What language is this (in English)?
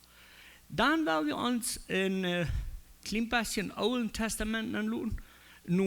Plautdietsch